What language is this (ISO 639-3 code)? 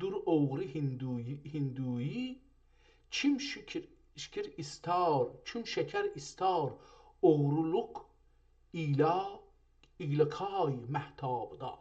azb